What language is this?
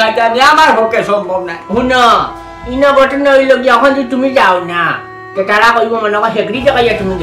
Sylheti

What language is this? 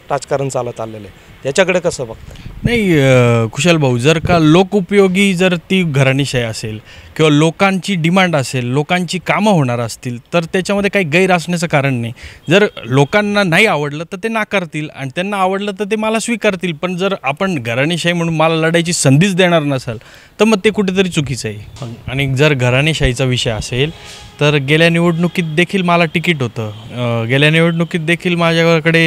Marathi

